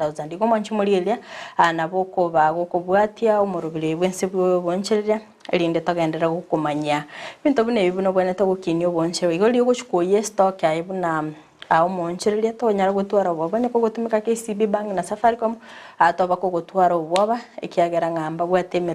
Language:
Gusii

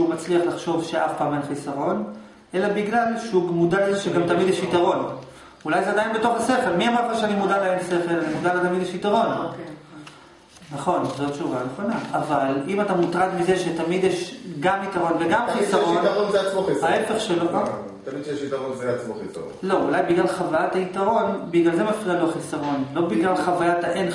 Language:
Hebrew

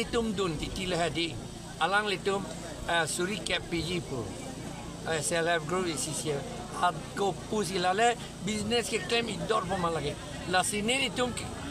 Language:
Karbi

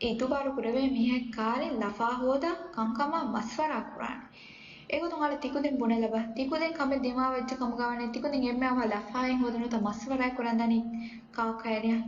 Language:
Divehi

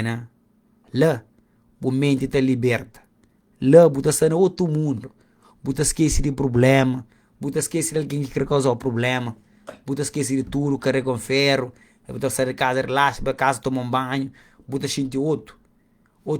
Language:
Kabuverdianu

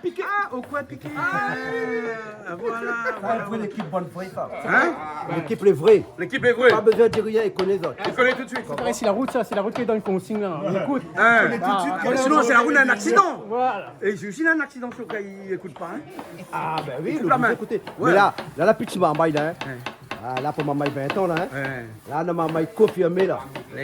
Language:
Réunion Creole French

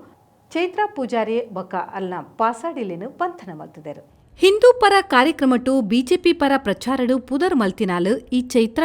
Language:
Tulu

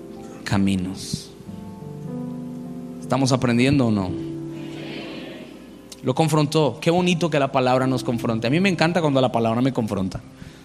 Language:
Spanish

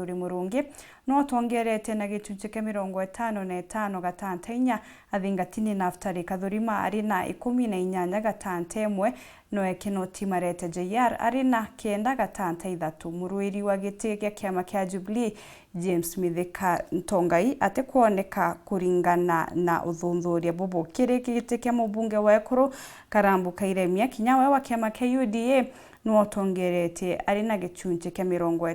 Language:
Meru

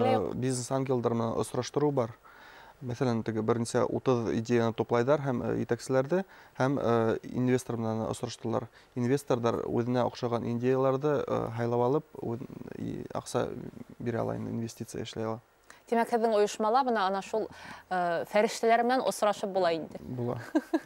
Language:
Bashkir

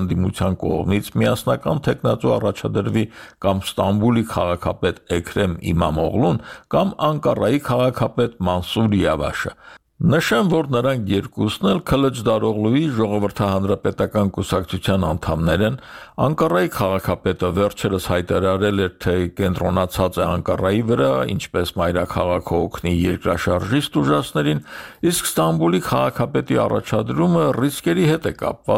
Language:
Armenian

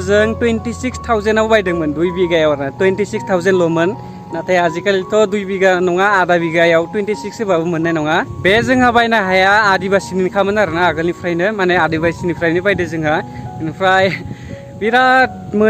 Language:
Bodo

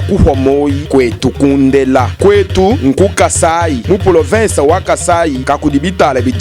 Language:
Luba-Lulua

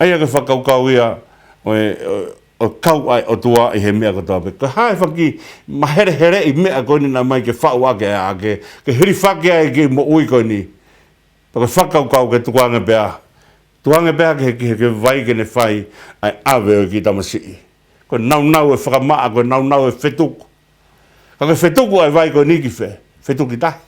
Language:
Tongan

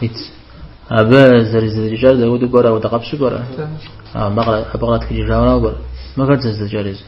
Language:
Kabardian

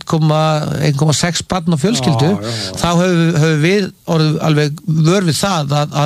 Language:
Icelandic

